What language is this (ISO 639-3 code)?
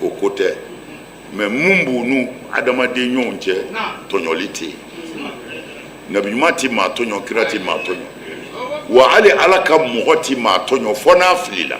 bam